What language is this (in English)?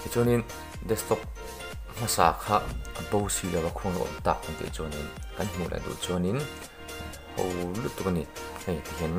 Mizo